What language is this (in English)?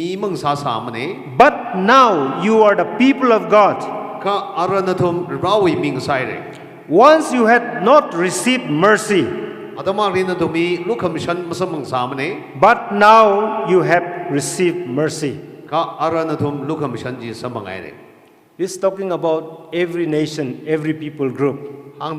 Tangkhul Naga (India)